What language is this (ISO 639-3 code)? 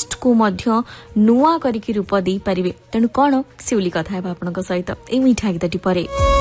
ori